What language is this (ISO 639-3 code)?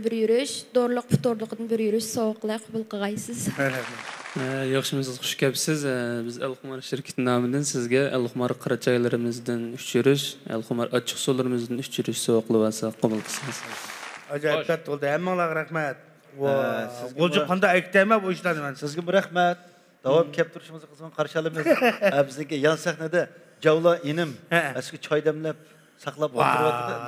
uig